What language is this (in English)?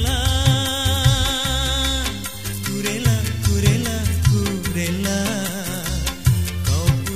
Malay